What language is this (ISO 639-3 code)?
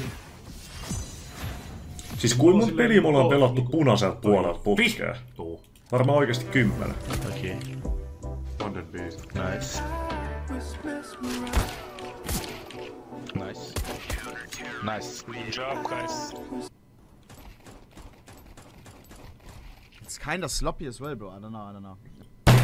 fin